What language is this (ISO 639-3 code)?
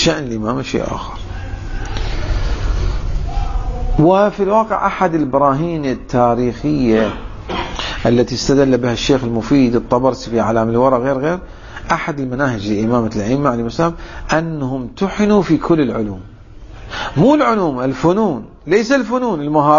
ara